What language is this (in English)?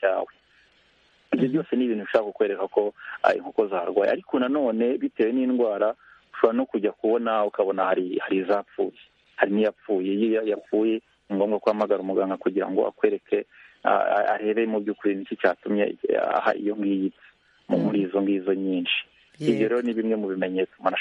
Kinyarwanda